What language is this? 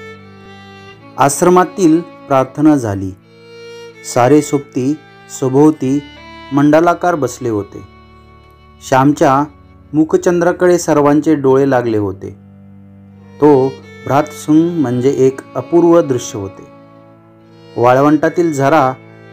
Marathi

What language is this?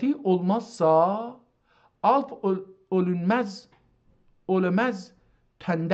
South Azerbaijani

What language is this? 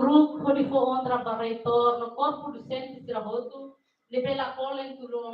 Tetum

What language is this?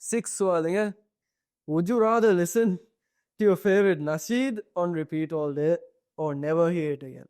Divehi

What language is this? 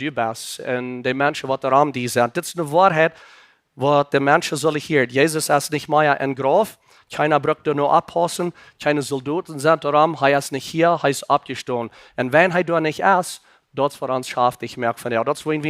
Plautdietsch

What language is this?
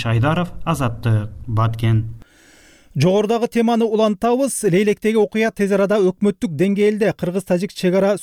Kyrgyz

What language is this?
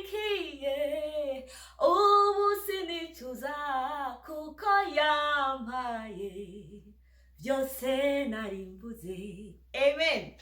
Rundi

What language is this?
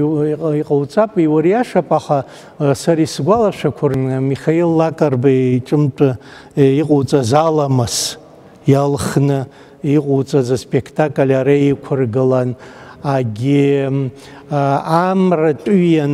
Abkhazian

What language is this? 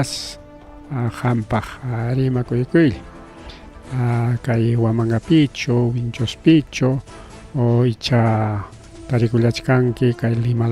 Ayacucho Quechua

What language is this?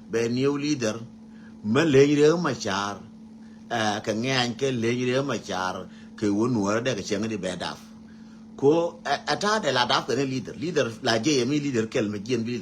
Nuer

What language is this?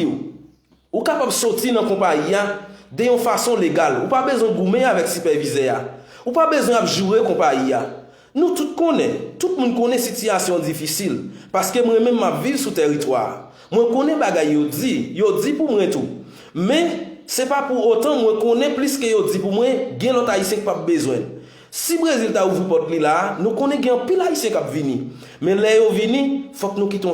Haitian Creole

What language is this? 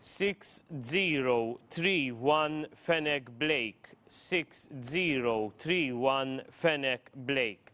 English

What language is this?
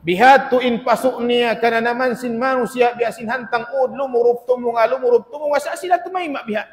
Tausug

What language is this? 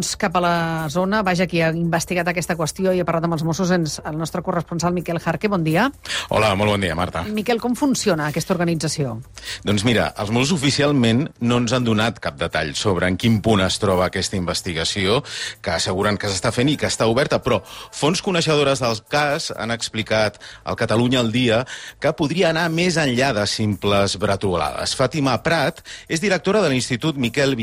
Catalan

